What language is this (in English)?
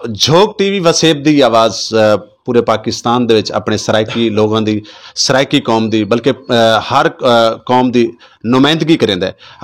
Saraiki